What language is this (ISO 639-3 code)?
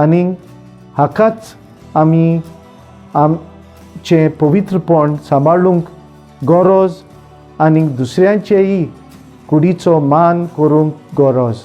kok